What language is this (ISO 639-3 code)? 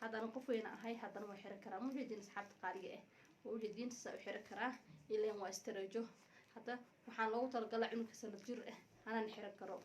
som